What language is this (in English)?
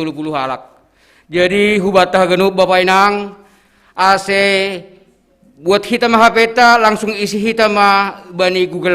Batak Simalungun